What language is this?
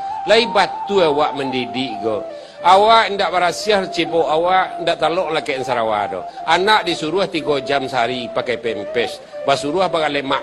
Minangkabau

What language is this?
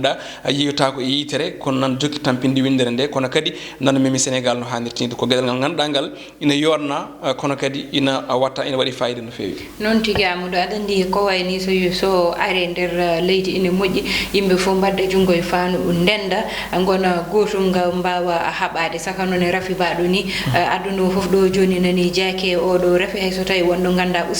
Fula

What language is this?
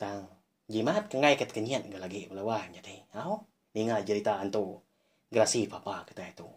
Iban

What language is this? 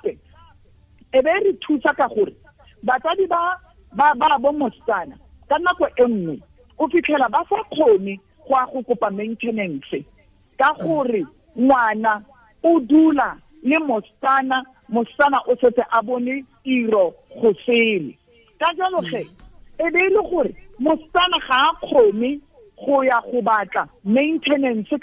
Tswana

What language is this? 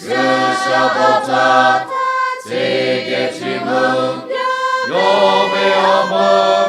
Lahu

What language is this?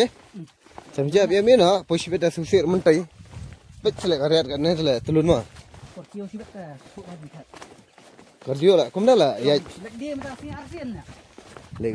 Khasi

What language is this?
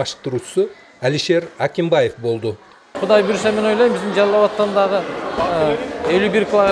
Kyrgyz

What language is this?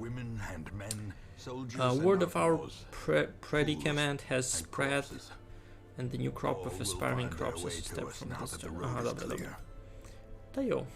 Rusyn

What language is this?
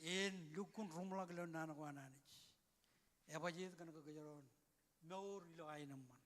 Marshallese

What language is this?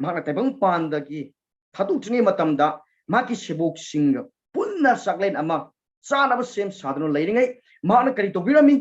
Manipuri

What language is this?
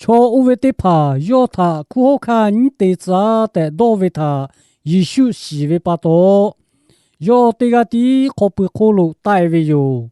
Lahu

